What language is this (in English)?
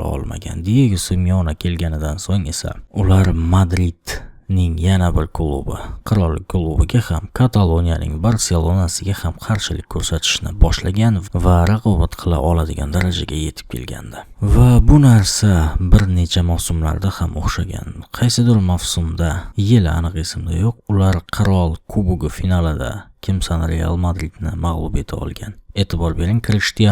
Uzbek